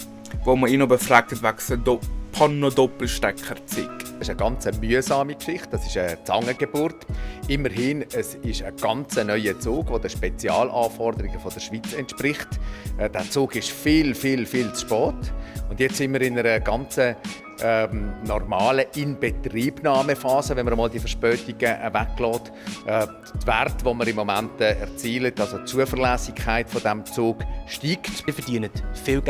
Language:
Swiss German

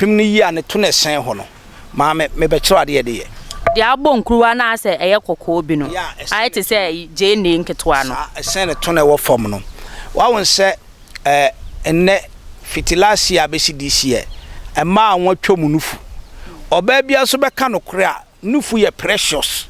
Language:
Akan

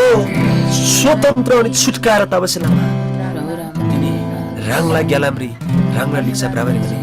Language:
Eastern Tamang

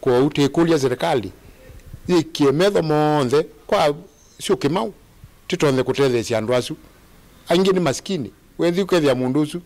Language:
Kamba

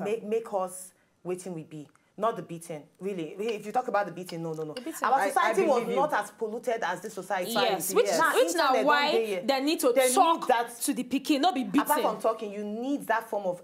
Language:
Nigerian Pidgin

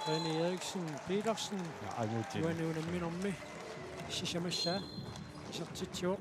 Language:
Kalaallisut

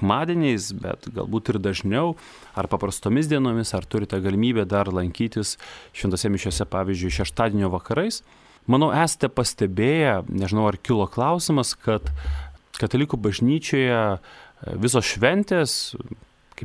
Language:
Lithuanian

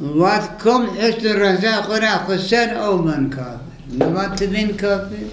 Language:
Zaza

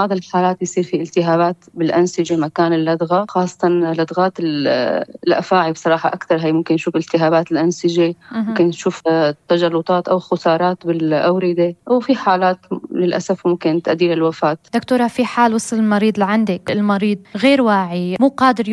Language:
North Levantine Arabic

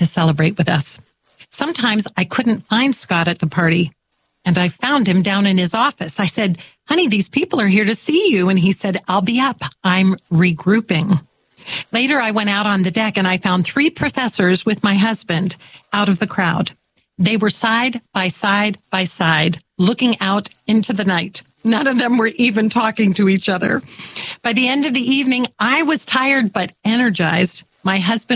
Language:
English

